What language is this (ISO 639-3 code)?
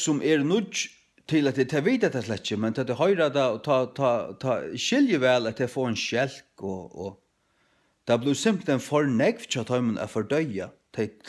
fao